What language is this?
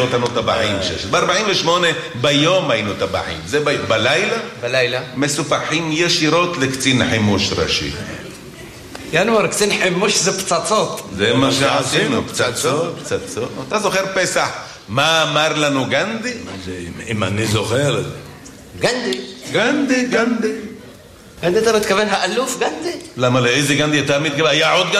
Hebrew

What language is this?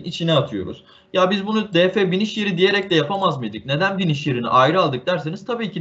Turkish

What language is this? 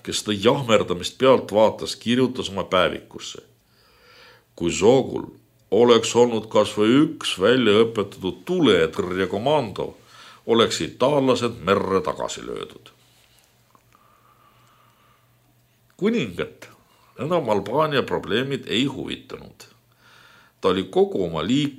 Estonian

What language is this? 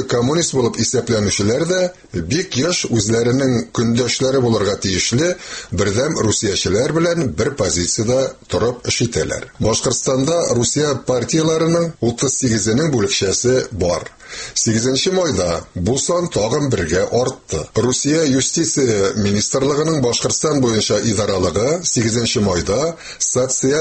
Tatar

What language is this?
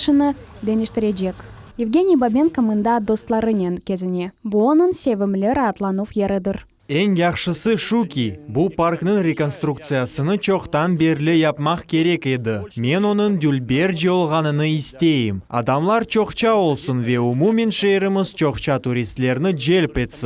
Crimean Tatar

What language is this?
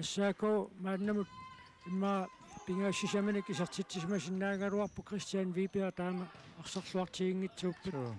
Kalaallisut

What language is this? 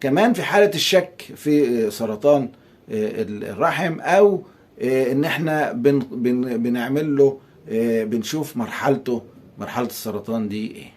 Egyptian Arabic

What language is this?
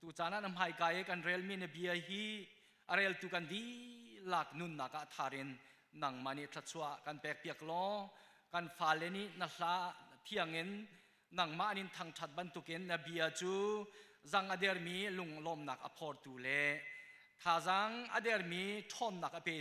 Hakha Chin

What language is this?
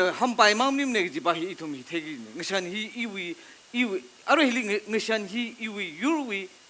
Tangkhul Naga (India)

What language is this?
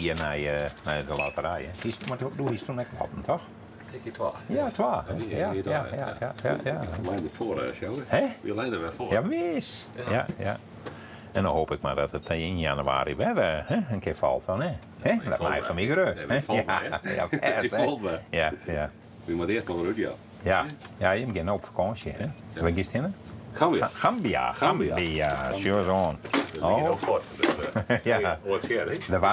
Western Frisian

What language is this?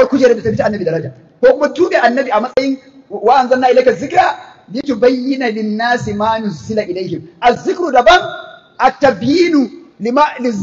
Hausa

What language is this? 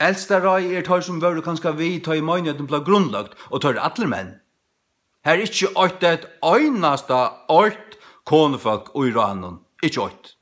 Faroese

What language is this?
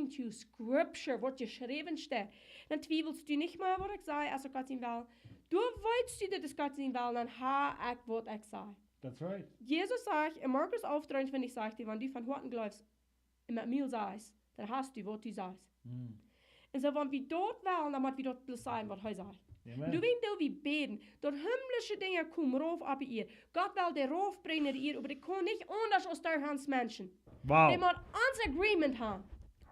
Plautdietsch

